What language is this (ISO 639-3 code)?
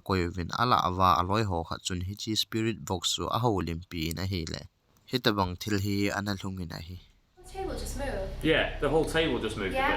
tcz